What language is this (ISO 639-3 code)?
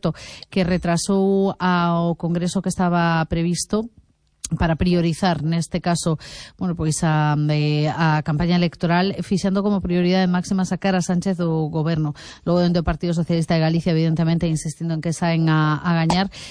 glg